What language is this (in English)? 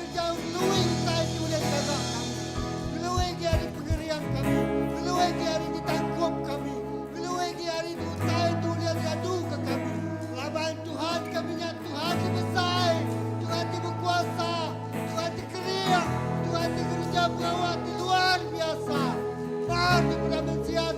Iban